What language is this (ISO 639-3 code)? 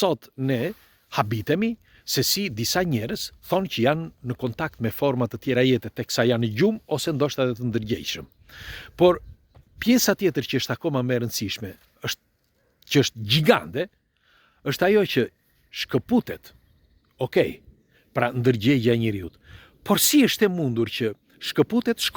sqi